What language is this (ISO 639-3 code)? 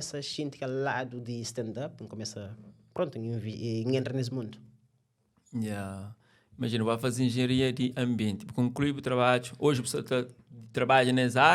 kea